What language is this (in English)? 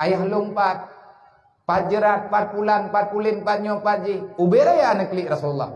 Achinese